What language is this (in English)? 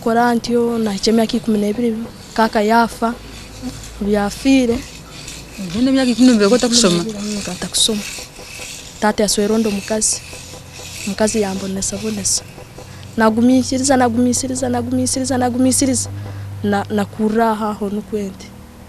Nyankole